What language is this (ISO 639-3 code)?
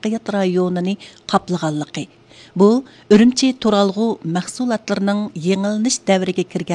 uig